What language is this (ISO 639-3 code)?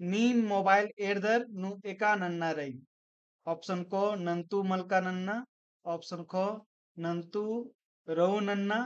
kru